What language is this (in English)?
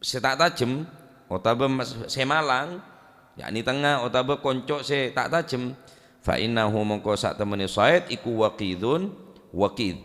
Madurese